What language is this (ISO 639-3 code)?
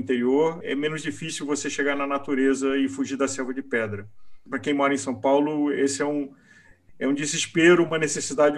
por